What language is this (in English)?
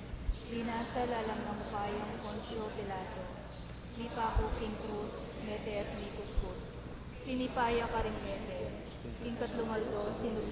Pampanga